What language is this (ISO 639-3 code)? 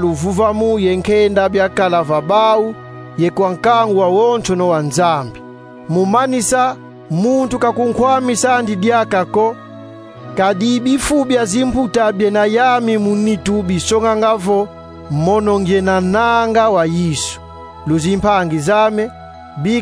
kon